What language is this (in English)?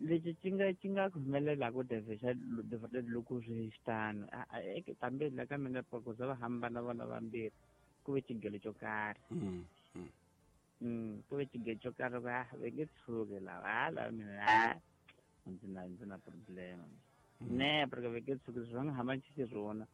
Tsonga